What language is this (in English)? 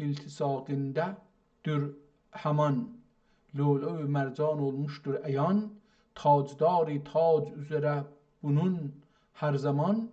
South Azerbaijani